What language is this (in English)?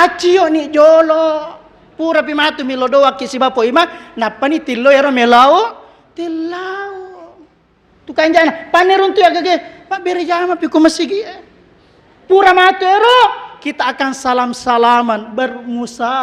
Buginese